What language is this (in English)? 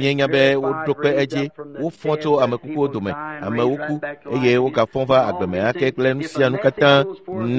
Ewe